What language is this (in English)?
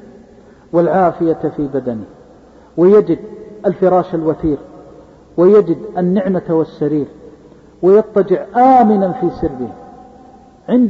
Arabic